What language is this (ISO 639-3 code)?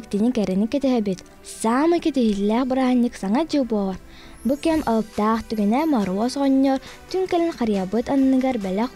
sah